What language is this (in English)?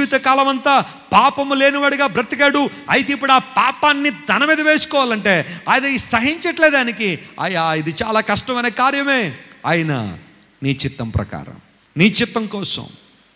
Telugu